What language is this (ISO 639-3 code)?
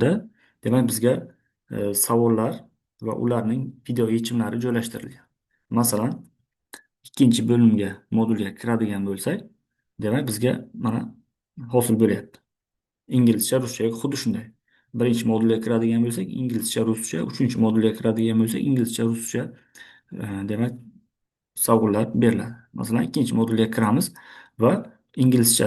uzb